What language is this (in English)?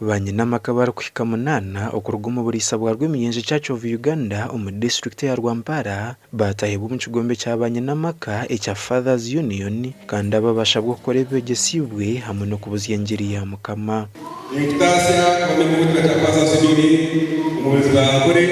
Nyankole